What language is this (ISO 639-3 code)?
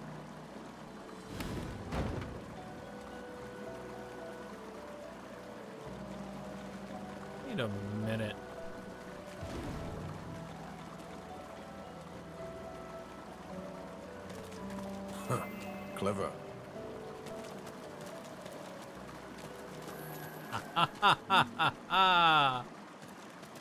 eng